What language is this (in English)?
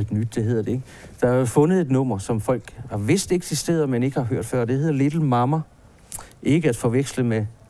Danish